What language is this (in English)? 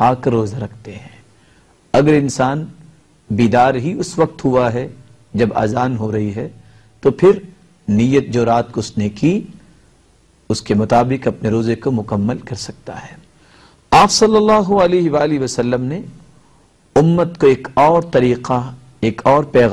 Urdu